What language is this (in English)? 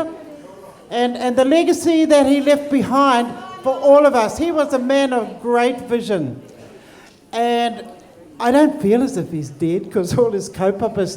Māori